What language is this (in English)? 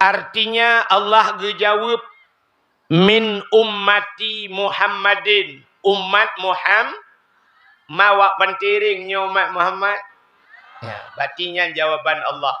Achinese